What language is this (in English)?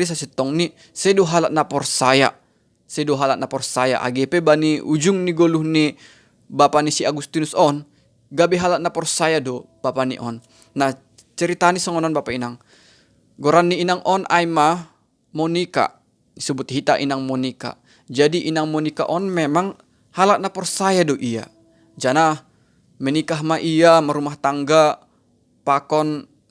Batak Simalungun